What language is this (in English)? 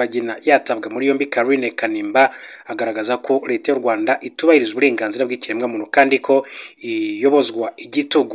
Kinyarwanda